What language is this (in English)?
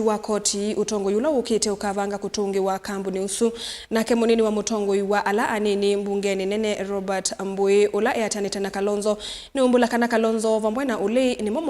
Kamba